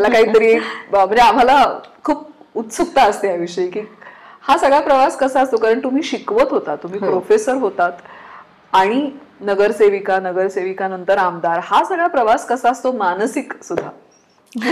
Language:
Marathi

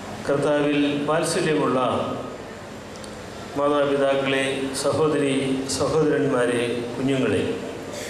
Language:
Malayalam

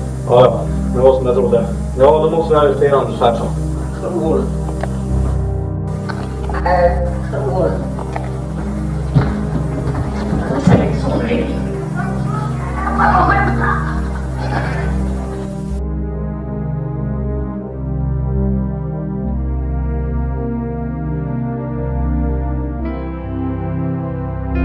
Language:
Swedish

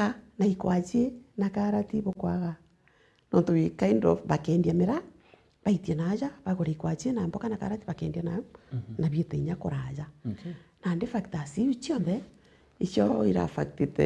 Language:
Meru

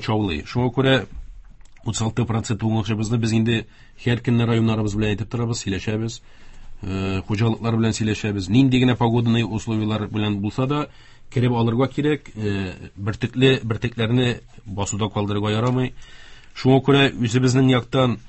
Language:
Tatar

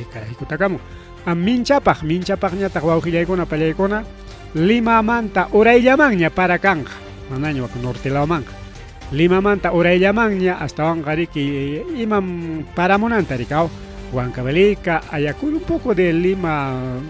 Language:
Ayacucho Quechua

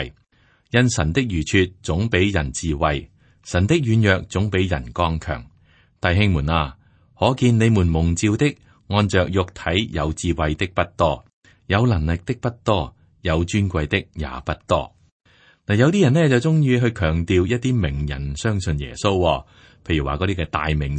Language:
Cantonese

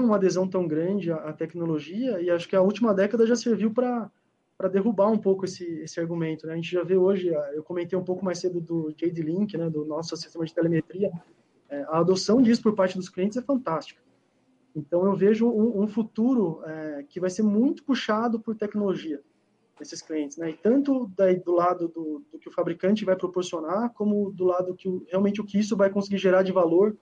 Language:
Portuguese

